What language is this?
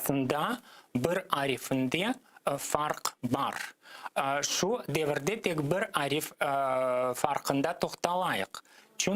Crimean Tatar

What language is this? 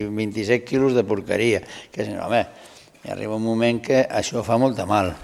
Catalan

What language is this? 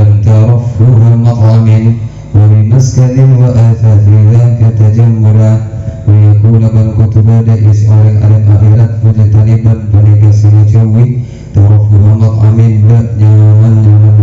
Madurese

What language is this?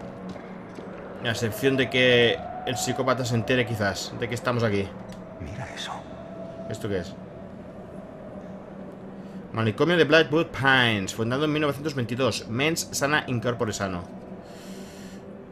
Spanish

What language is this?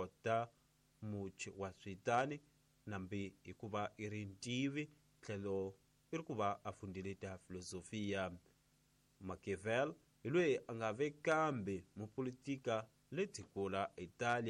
Tsonga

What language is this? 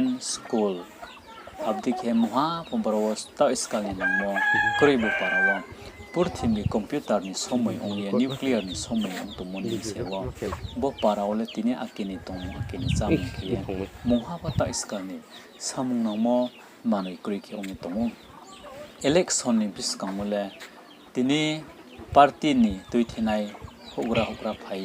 Riang (India)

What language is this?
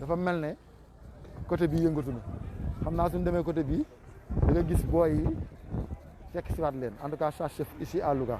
Wolof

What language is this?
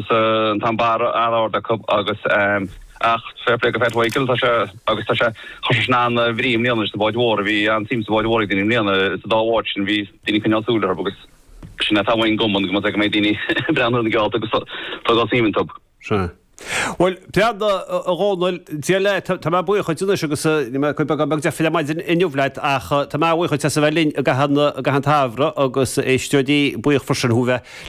Irish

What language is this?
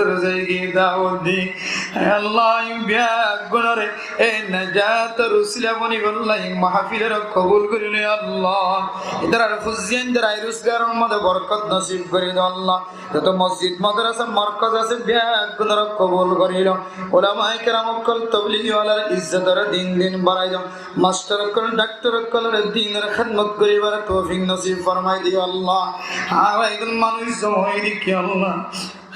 Rohingya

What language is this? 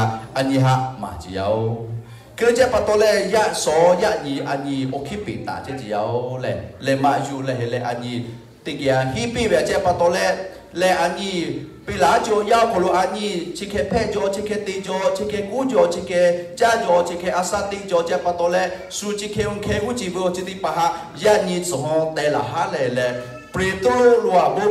Lahu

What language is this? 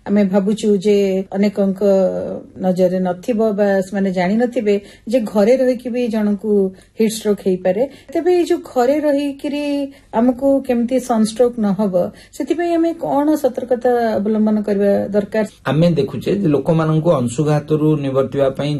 Odia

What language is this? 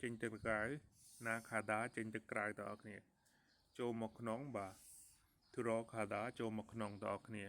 Khmer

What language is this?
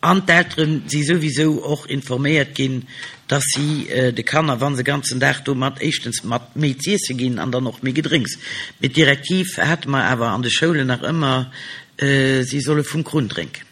Luxembourgish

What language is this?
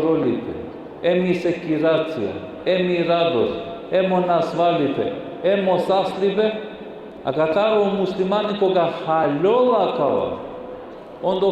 Balkan Romani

